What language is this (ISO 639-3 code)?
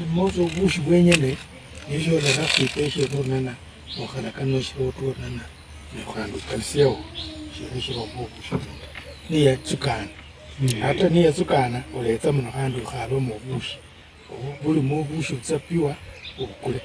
luy